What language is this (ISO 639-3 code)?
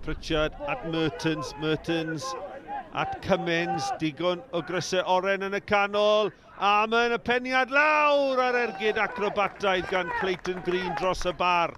cym